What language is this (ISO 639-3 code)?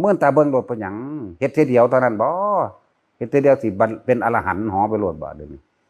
tts